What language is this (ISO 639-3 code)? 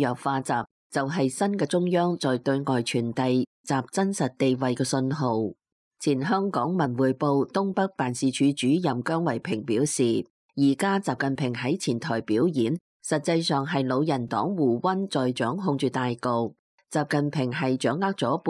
yue